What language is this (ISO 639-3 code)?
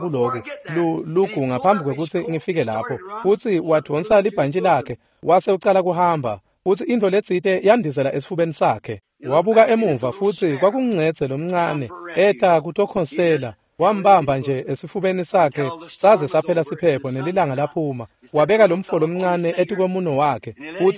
ssw